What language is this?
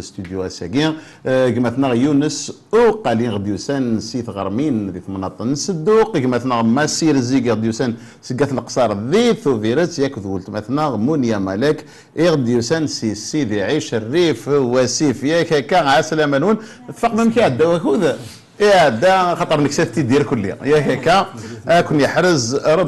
Kabyle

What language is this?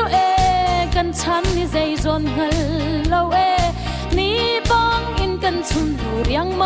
Hakha Chin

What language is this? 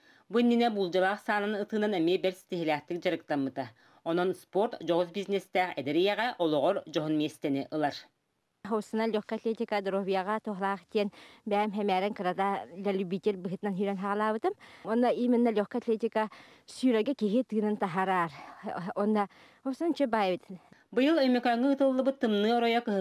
Yakut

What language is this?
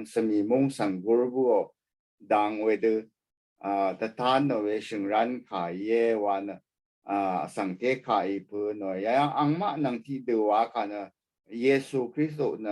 Rawang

